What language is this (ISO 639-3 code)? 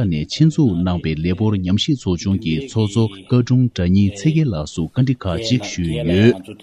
bod